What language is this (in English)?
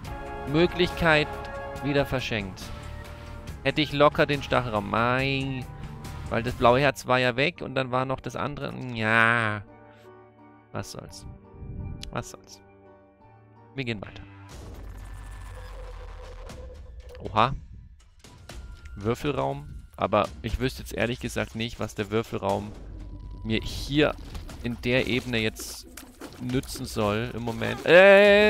German